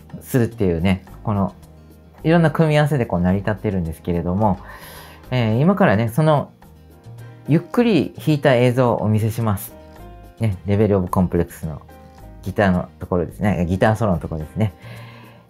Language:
Japanese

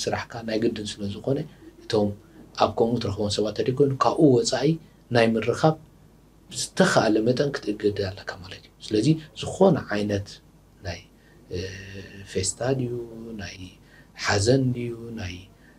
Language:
Tigrinya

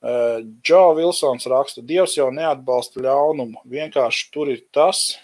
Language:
Latvian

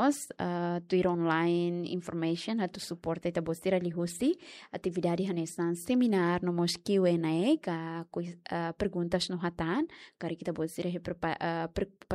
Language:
Tetum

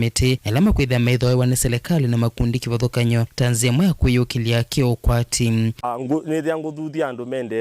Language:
Kamba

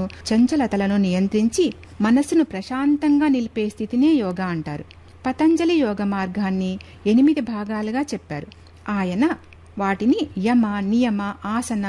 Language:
Telugu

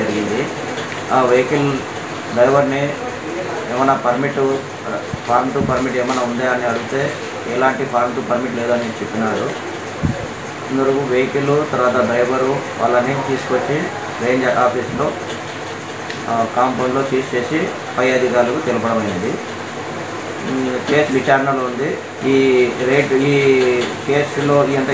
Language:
Telugu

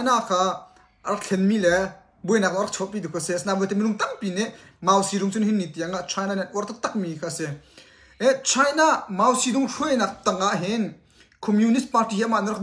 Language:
Hakha Chin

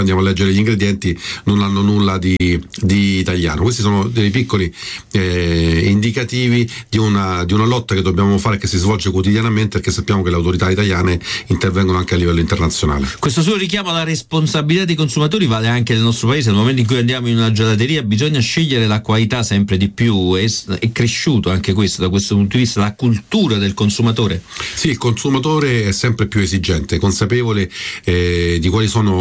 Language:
Italian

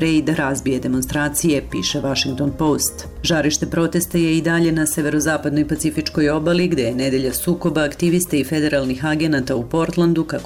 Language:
Serbian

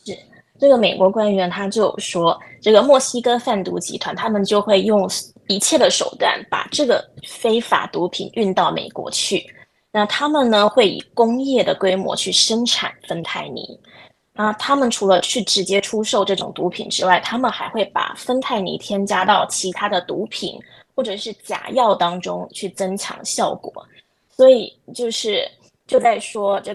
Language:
Chinese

